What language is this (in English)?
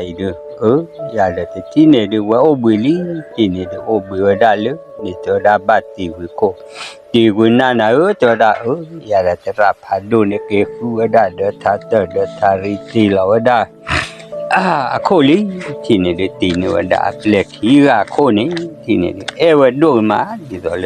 S'gaw Karen